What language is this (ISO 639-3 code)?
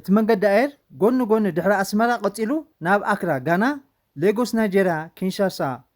tir